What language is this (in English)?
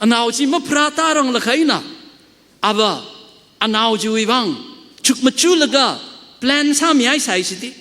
Tangkhul Naga (India)